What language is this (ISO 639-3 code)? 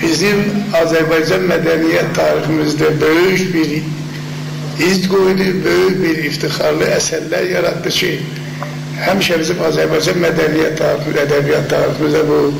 azb